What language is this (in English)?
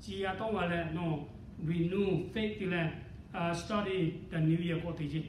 Lahu